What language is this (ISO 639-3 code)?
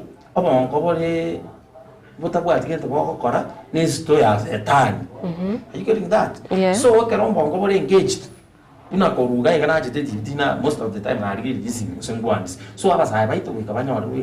guz